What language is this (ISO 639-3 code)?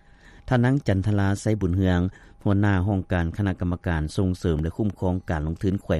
lao